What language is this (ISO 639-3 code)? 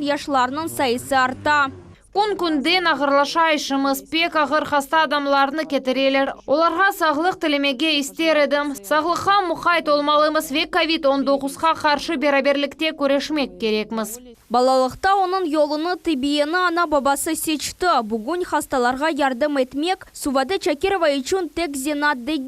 crh